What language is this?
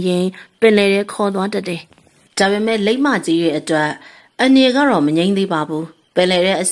Burmese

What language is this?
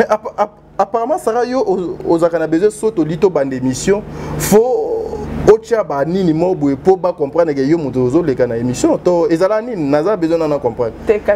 Lingala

